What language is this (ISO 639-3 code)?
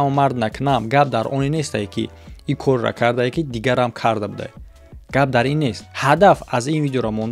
tgk